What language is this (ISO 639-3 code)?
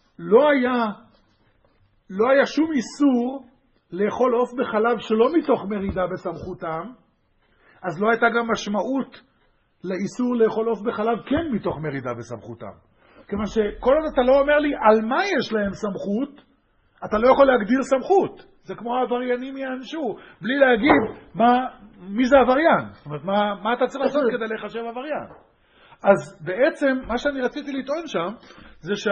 heb